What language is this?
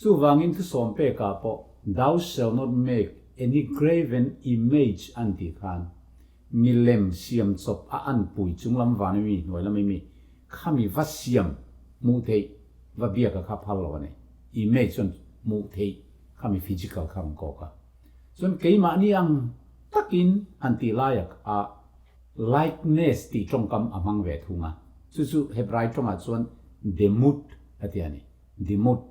Mizo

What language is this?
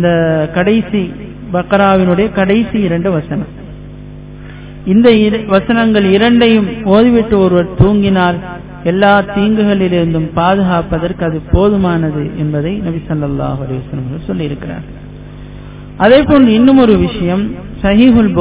Tamil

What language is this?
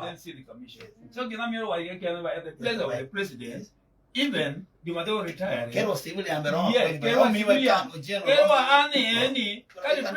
Acoli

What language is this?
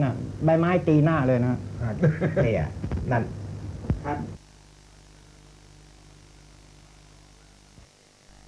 Thai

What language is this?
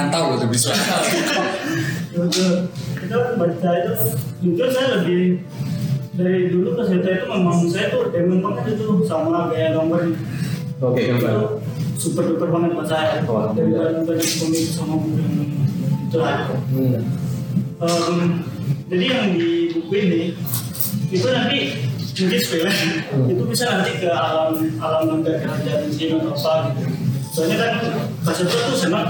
Indonesian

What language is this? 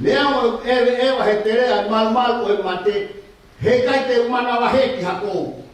Tongan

